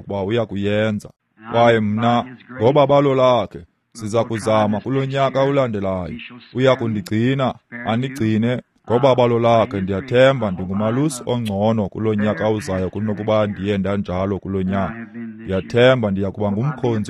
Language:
Xhosa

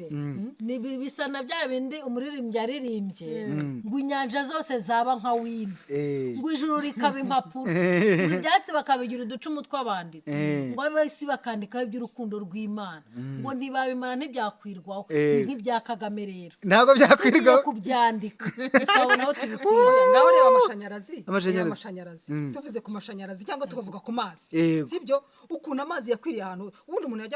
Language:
Kinyarwanda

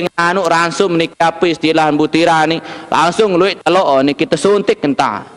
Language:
Sasak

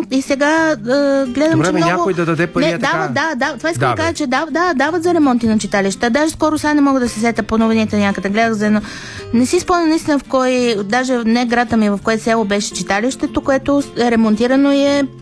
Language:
Bulgarian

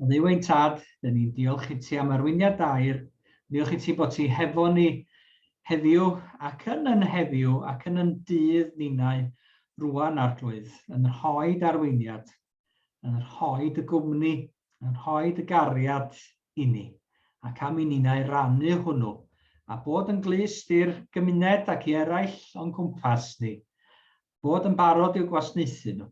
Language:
Welsh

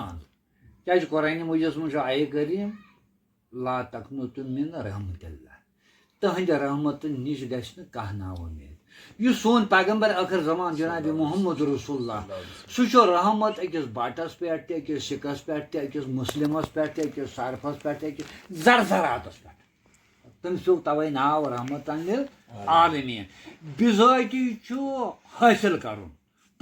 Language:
Kashmiri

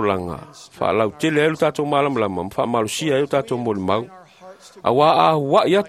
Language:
Samoan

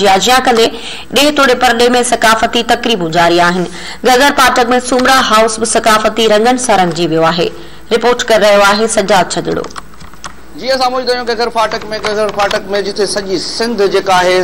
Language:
Sindhi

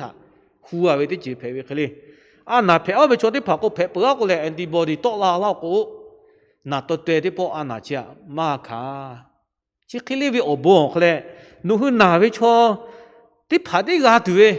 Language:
Lahu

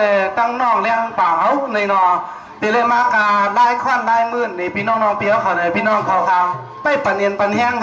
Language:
Shan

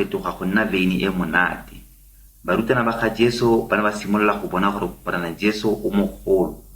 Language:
Tswana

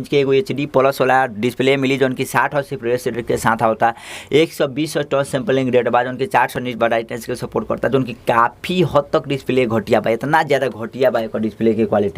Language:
Bhojpuri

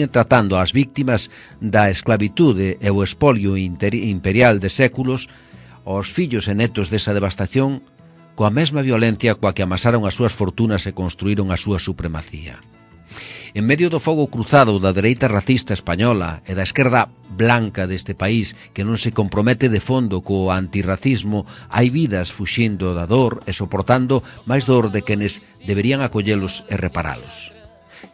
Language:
Galician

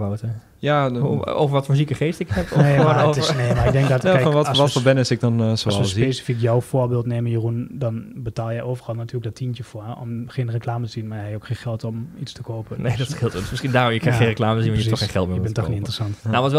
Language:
Dutch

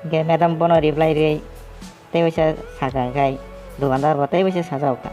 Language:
Kok Borok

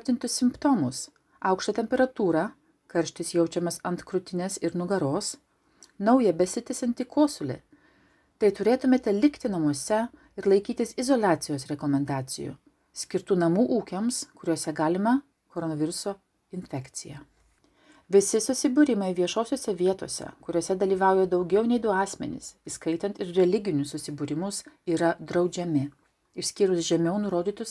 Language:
Lithuanian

